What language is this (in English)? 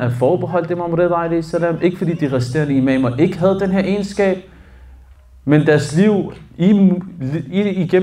Danish